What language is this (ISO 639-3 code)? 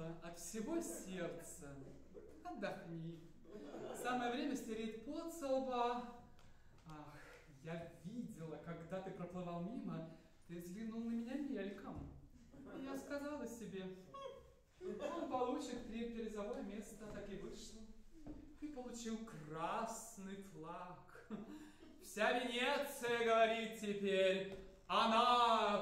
rus